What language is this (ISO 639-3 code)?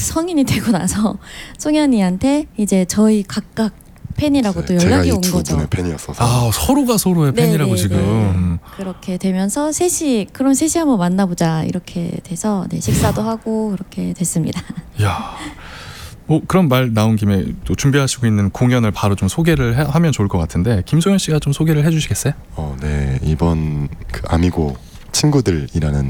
kor